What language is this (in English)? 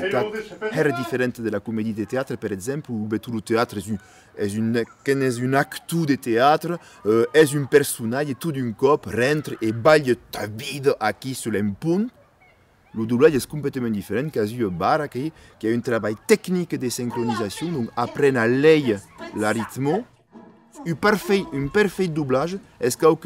Occitan